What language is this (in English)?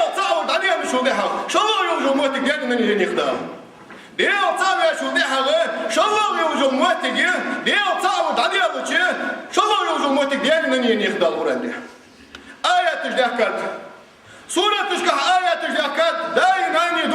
Ingush